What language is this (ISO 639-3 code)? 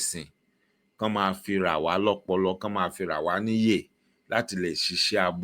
yor